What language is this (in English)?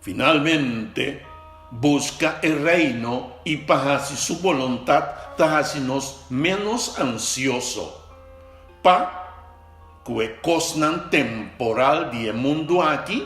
Papiamento